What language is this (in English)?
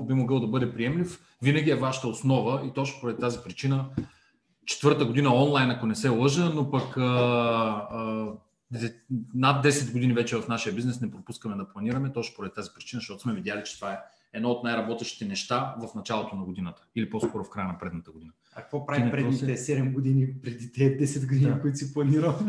Bulgarian